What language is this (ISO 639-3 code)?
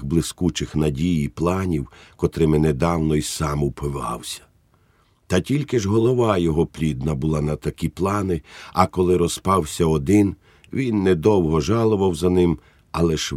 ukr